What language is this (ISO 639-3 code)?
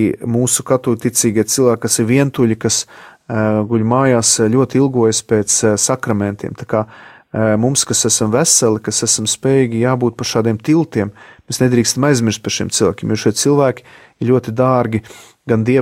lav